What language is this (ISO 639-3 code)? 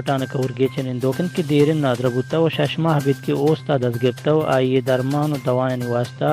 bal